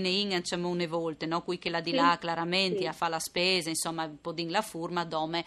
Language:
Friulian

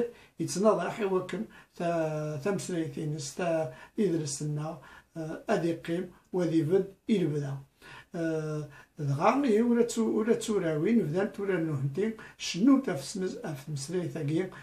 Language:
Kabyle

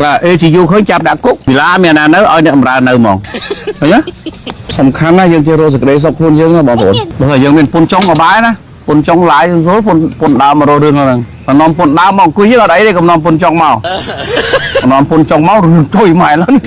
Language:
Khmer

